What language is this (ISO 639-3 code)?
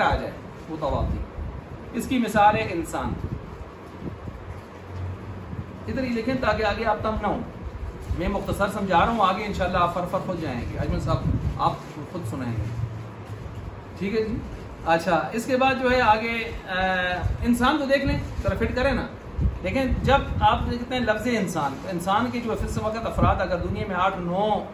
urd